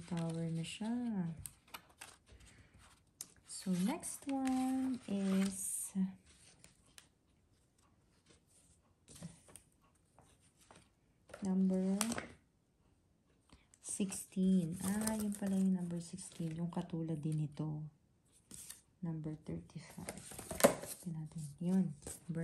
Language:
Filipino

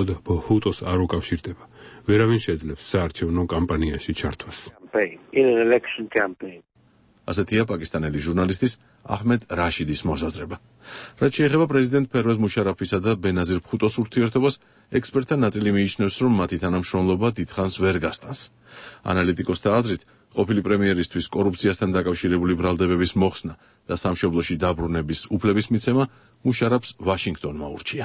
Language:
Georgian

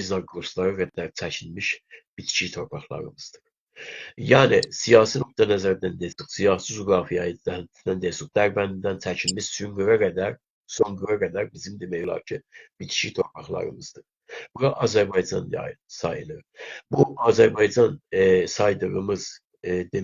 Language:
South Azerbaijani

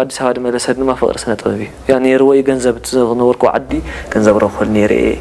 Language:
Tigrinya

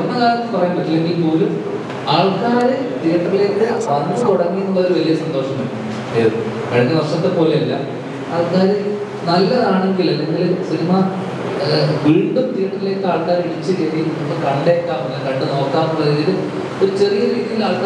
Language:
Malayalam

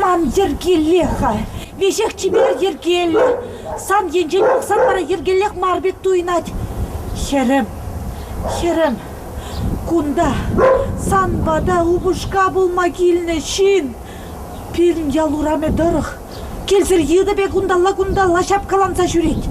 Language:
Chuvash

